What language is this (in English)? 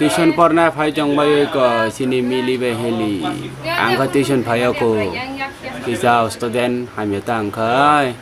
Kok Borok